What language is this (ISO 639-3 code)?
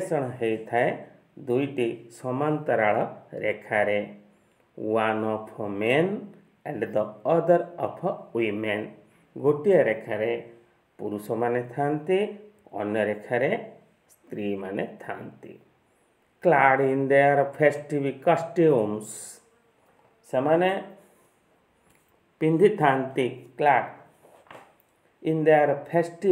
ori